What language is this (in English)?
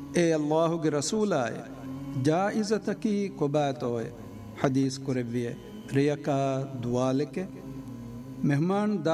Divehi